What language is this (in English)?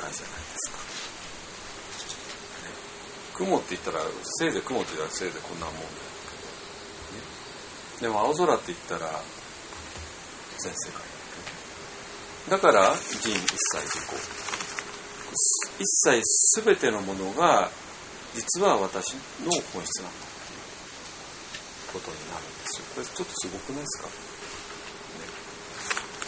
Japanese